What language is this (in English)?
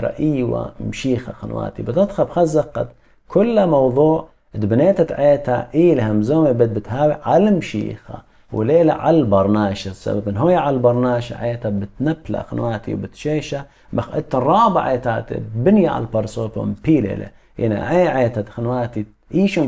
Assyrian Neo-Aramaic